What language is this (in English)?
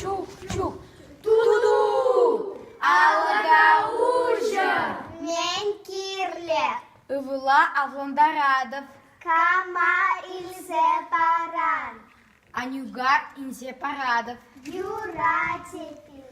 Chuvash